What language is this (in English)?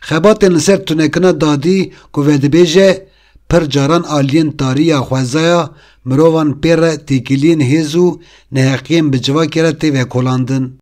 Kurdish